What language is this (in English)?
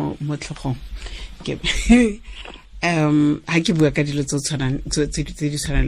Tswana